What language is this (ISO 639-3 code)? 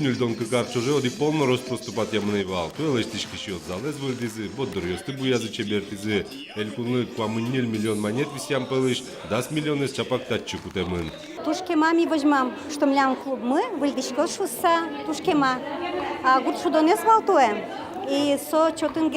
udm